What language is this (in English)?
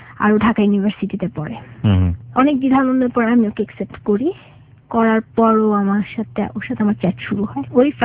Bangla